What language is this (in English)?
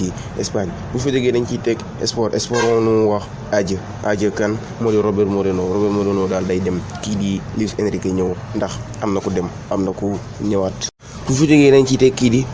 Wolof